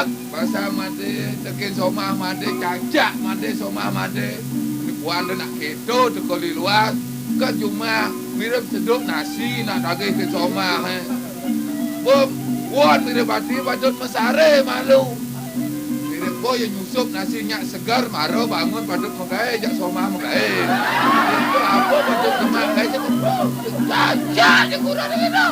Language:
Balinese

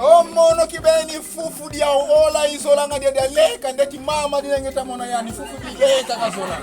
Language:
Kongo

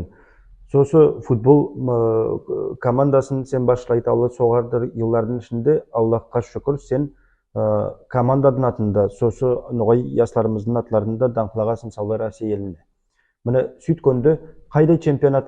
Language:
Nogai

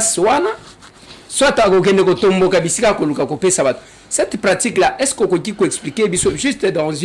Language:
Lingala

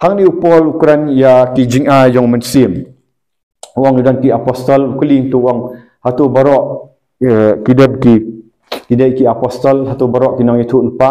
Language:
Khasi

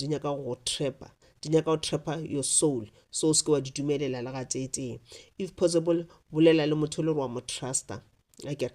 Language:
Northern Sotho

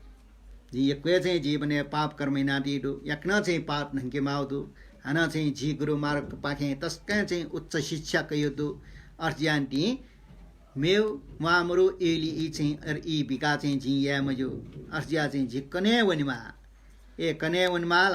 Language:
Newari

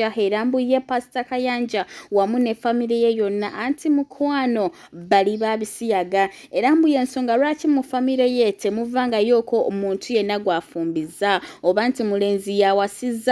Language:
Ganda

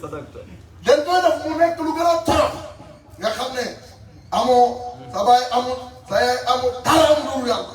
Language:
Wolof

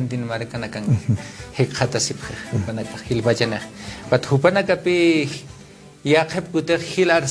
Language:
Aymara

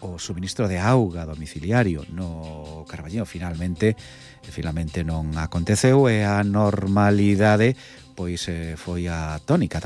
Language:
Galician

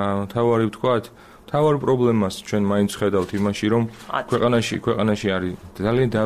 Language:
Georgian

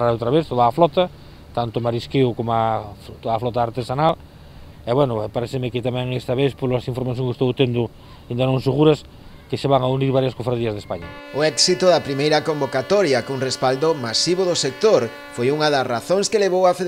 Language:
Galician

